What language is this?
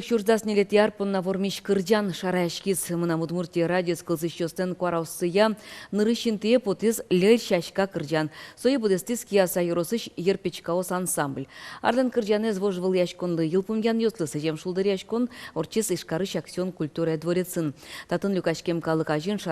Udmurt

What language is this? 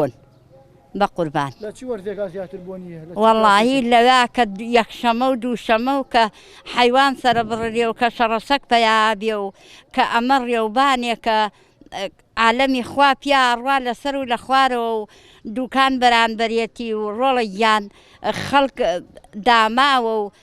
Central Kurdish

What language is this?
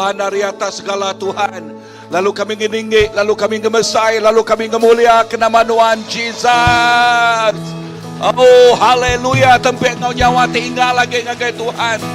Iban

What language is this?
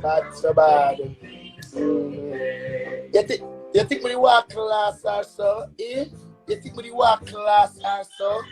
Jamaican Creole English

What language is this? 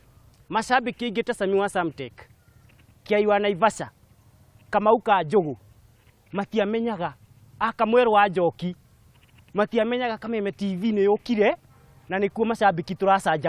Kikuyu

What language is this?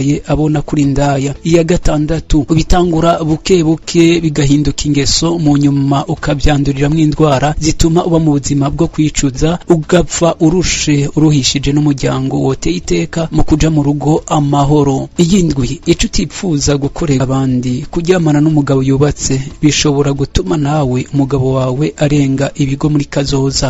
Rundi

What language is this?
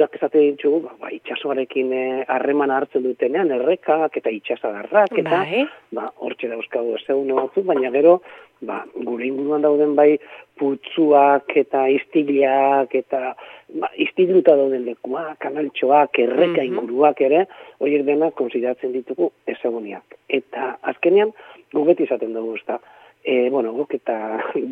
Basque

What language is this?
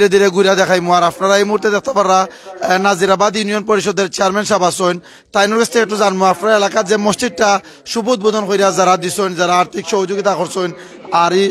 Sylheti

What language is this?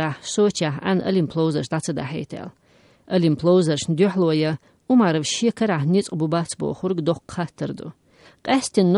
Chechen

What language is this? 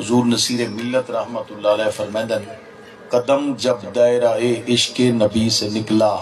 Saraiki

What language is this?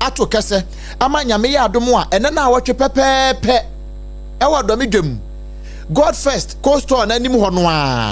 Akan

